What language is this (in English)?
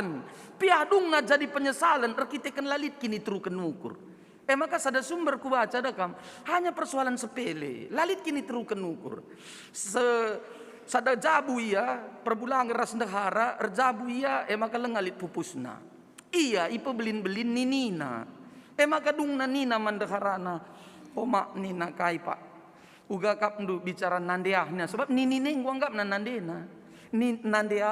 Batak Karo